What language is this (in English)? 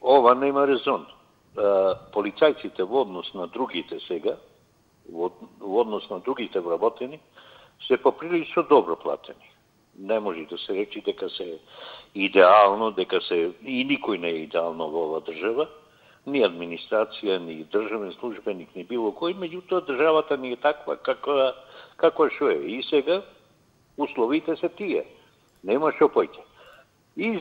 Macedonian